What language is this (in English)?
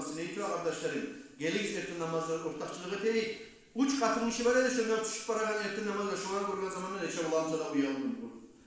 Kumyk